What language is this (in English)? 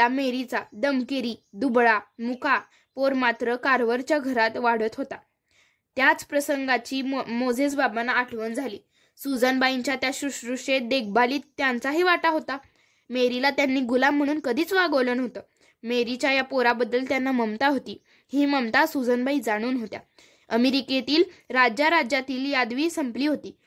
Marathi